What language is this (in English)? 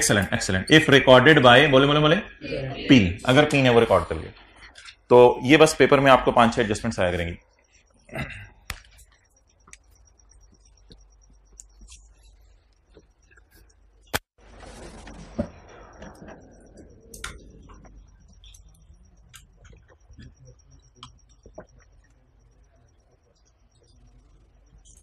Hindi